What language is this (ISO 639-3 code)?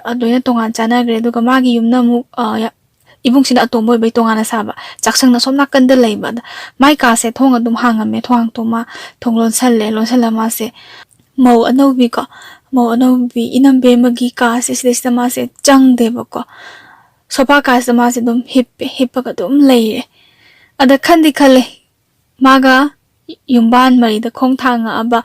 mni